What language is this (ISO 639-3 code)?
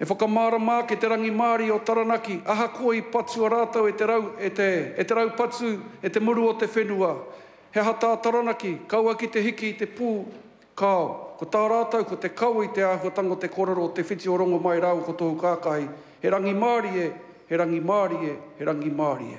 mri